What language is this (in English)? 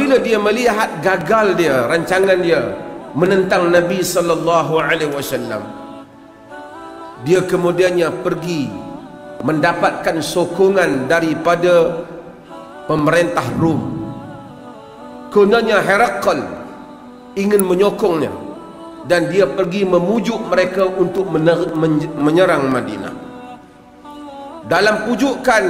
Malay